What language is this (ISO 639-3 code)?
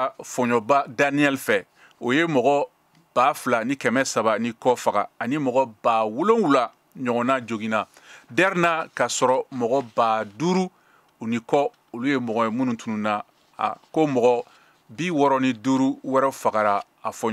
bam